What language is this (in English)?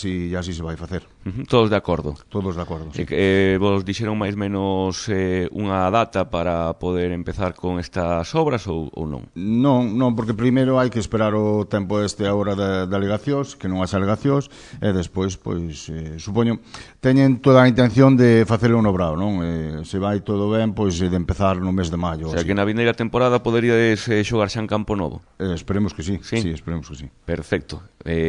Galician